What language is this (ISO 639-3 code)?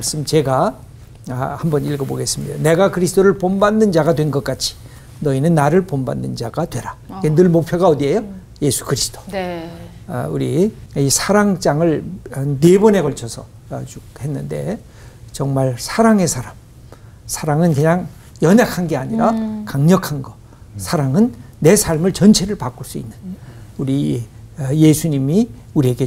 kor